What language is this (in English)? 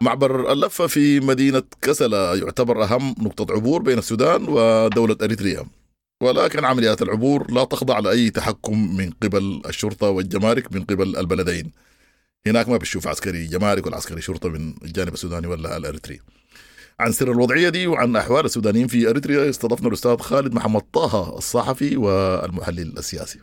Sudanese Arabic